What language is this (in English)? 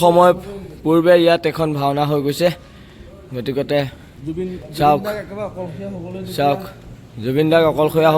Assamese